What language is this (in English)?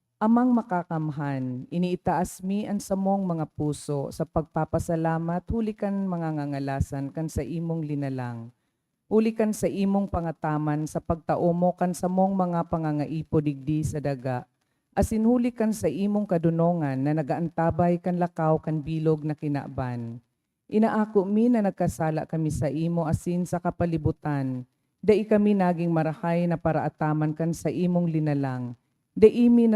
Bikol